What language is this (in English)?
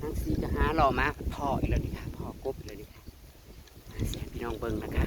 Northeastern Thai